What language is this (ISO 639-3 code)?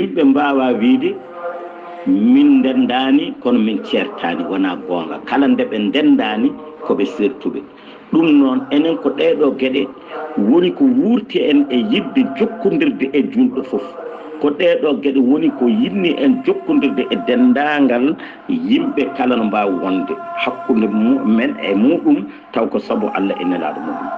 ful